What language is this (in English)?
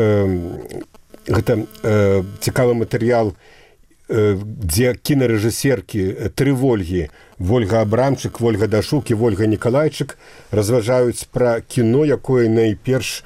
Belarusian